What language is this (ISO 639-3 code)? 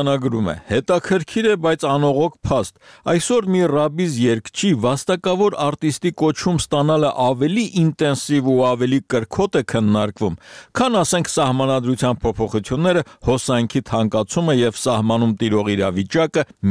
hye